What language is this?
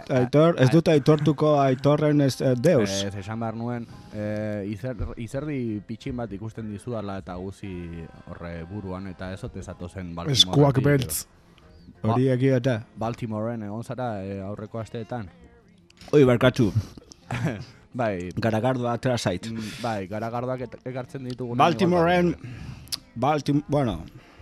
Basque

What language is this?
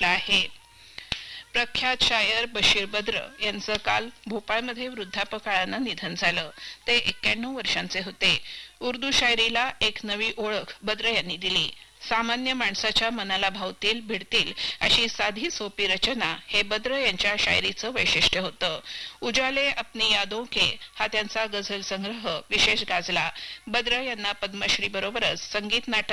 Marathi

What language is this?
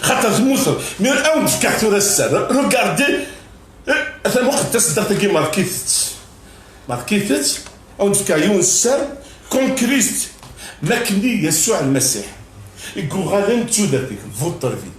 Kabyle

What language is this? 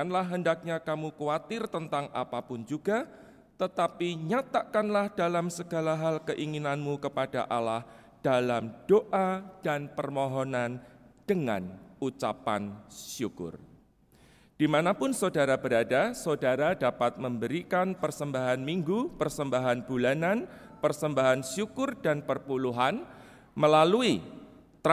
Indonesian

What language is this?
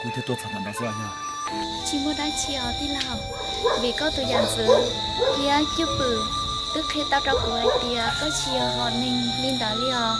Hmong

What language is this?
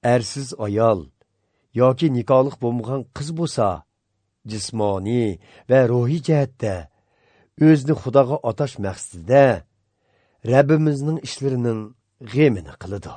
Uyghur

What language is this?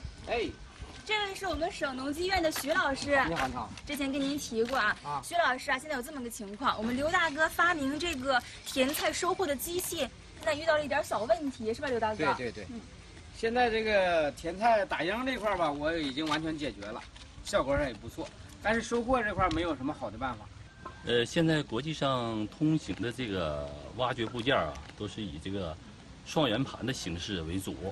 Chinese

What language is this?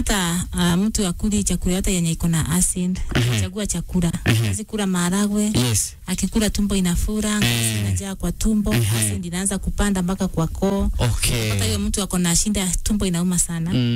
Swahili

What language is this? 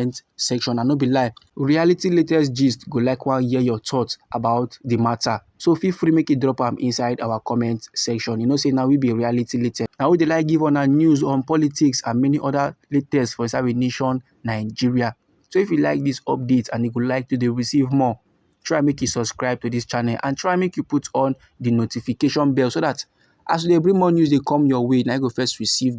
Nigerian Pidgin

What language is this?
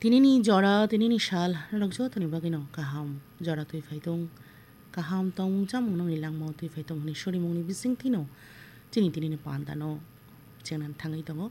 Kok Borok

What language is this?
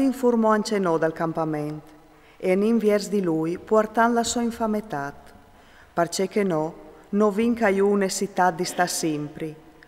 Friulian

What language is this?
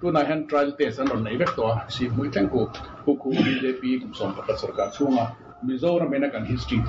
Mizo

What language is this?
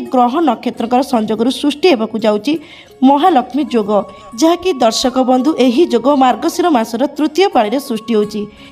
Odia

